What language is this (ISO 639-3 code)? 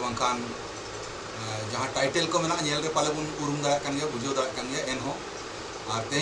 sat